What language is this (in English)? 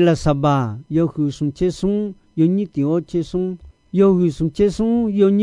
Akha